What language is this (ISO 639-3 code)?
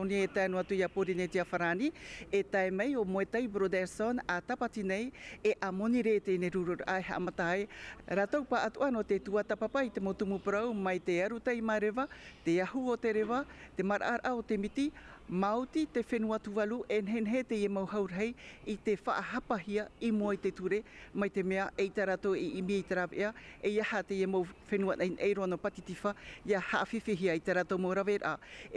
tah